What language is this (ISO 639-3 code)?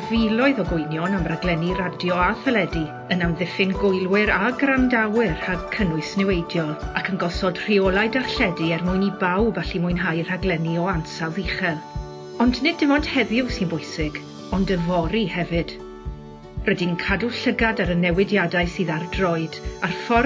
cym